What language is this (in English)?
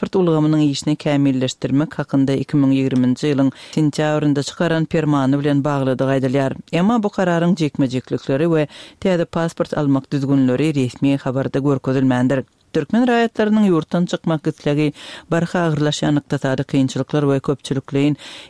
Turkmen